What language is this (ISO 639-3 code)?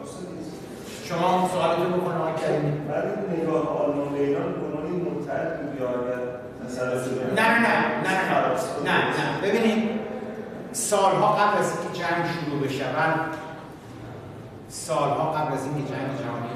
fas